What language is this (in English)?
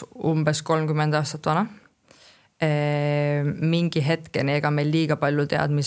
Estonian